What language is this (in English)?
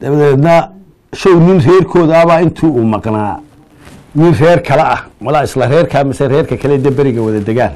Somali